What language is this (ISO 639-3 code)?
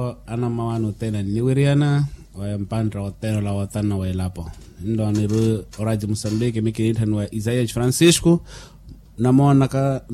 vmw